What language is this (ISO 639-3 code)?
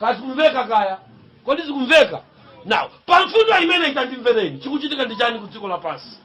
nya